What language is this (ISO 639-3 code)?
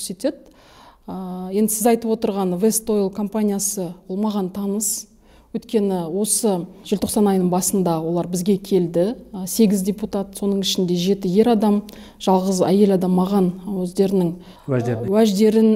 kaz